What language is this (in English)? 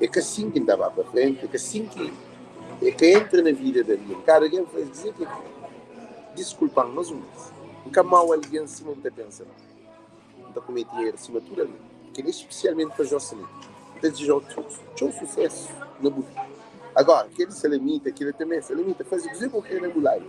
Kabuverdianu